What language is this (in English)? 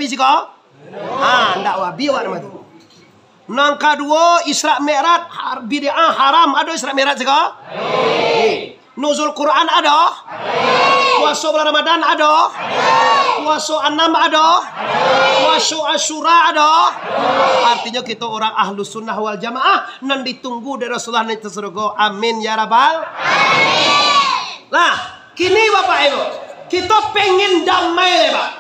Minangkabau